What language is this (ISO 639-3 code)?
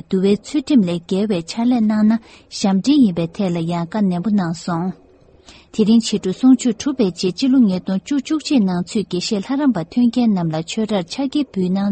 bod